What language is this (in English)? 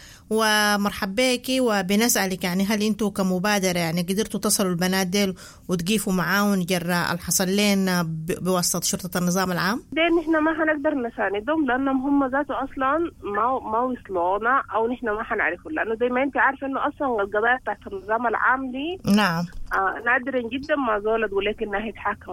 Sudanese Arabic